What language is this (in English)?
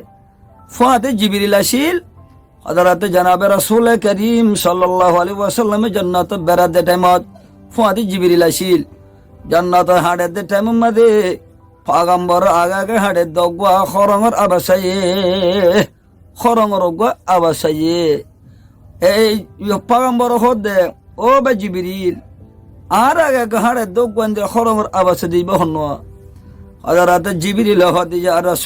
Rohingya